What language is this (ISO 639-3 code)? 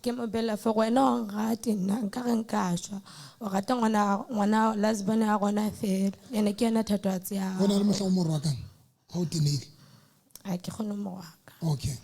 sot